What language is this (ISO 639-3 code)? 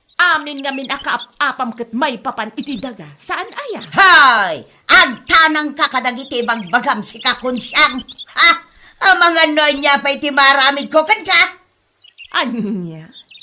ilo